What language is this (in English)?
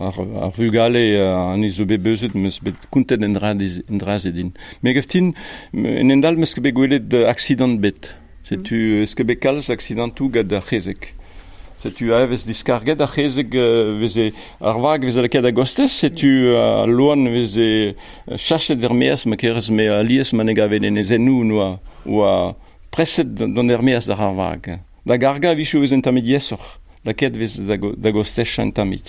Breton